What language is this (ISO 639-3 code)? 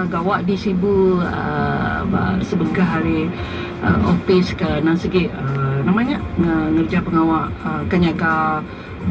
iba